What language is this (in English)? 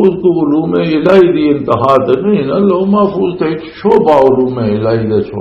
Western Panjabi